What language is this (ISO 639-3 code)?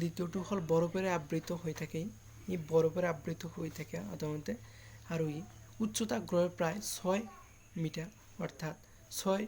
asm